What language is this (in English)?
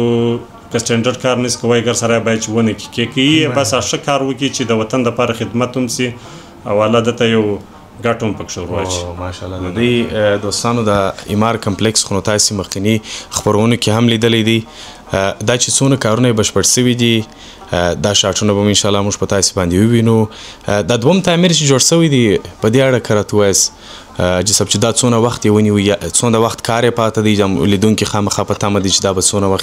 Pashto